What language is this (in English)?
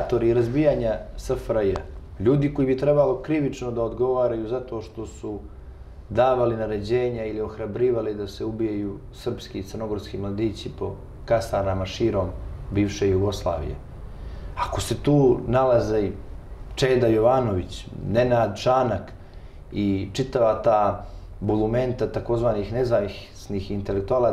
Serbian